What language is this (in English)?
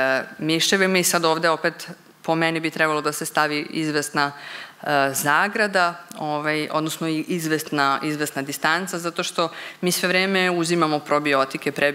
Serbian